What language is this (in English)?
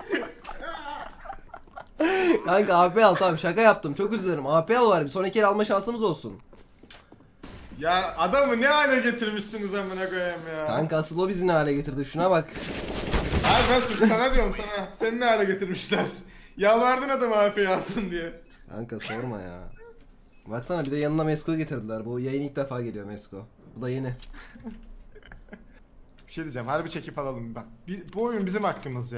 Turkish